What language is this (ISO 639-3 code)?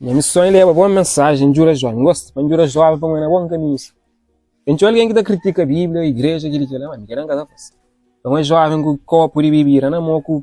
kea